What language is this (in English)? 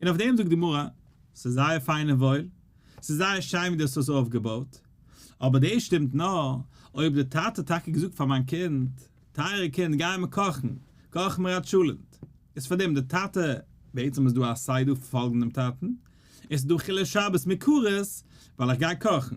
Yiddish